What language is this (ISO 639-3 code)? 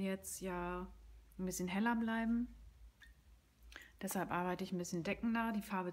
deu